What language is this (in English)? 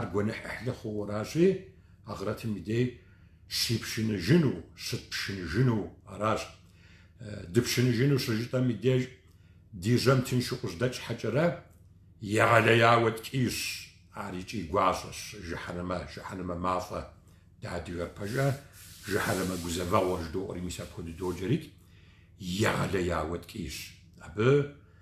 Kabardian